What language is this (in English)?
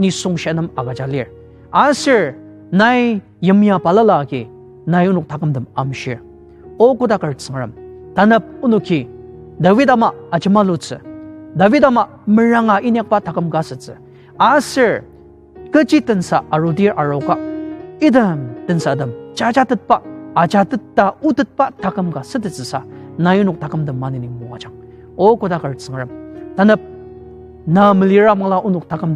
Ao Naga